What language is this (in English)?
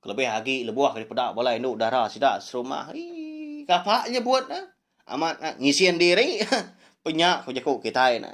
Iban